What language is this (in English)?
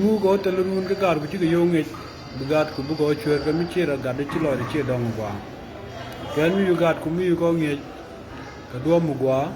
Nuer